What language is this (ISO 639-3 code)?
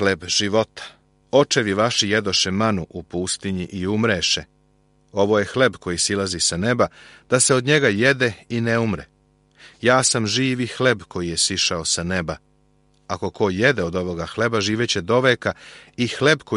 srp